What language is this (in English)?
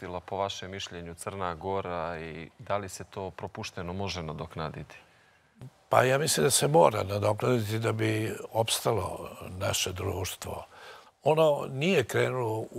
Serbian